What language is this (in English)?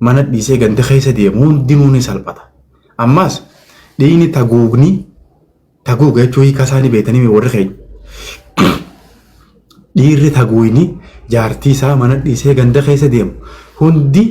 Oromo